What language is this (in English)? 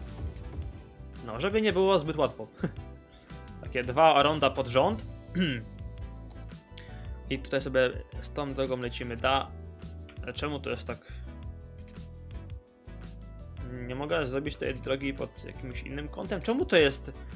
Polish